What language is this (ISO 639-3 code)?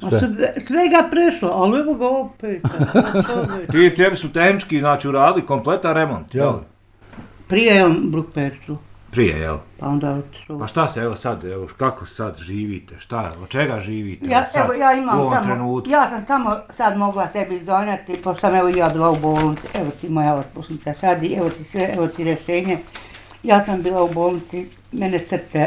bos